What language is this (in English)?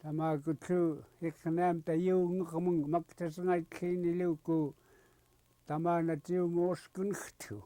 Central Yupik